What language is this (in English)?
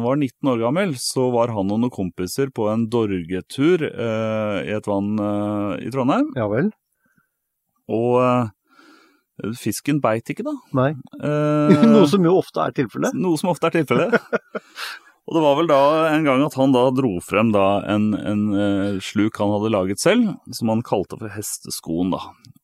Norwegian